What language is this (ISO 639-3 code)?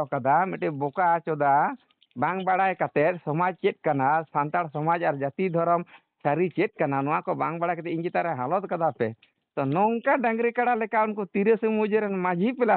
sat